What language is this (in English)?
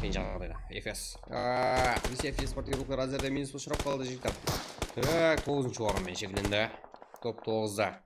Kara-Kalpak